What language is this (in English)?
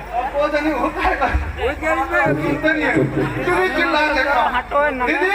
Chhattisgarhi